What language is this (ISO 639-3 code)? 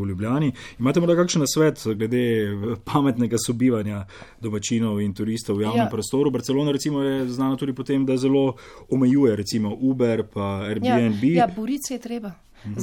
slv